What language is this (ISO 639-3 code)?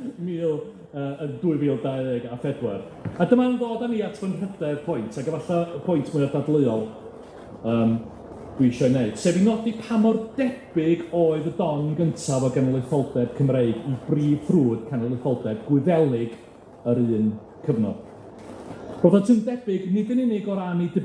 cym